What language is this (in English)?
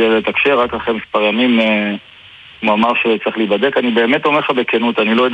Hebrew